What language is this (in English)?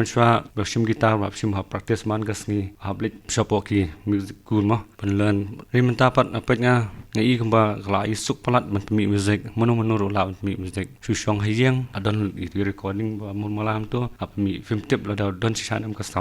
Khasi